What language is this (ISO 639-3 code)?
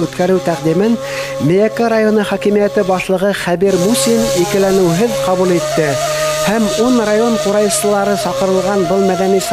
bak